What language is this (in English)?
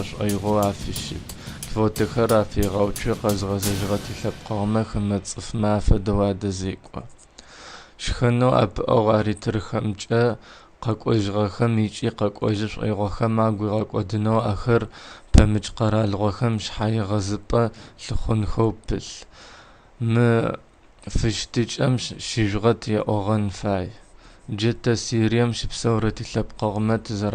Adyghe